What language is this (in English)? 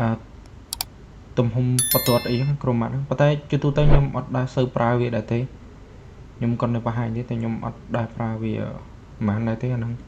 Khmer